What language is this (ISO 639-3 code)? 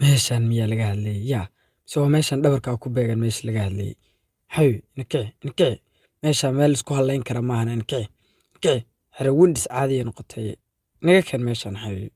som